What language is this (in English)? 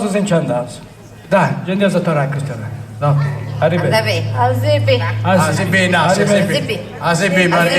Sardinian